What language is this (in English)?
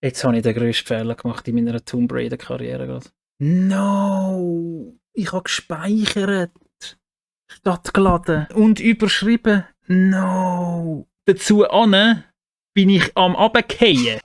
Swiss German